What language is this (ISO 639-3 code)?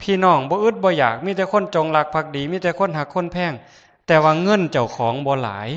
lao